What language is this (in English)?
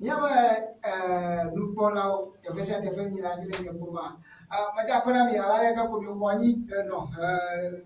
Ewe